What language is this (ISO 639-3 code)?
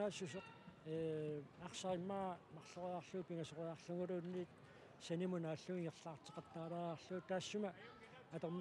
kal